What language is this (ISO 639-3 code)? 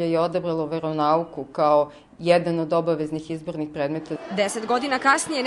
srp